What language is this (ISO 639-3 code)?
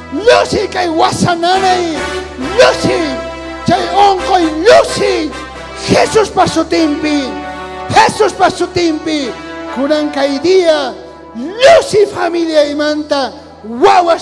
quh